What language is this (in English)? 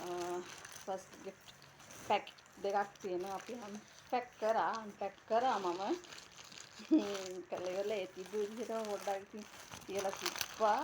Sinhala